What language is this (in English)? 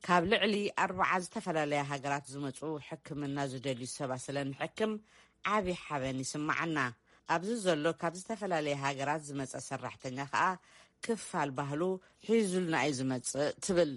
Tigrinya